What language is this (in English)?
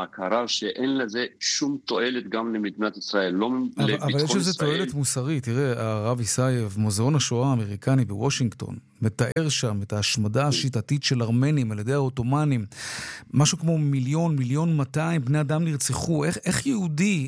Hebrew